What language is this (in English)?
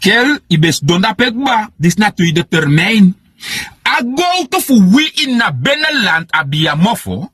Sranan Tongo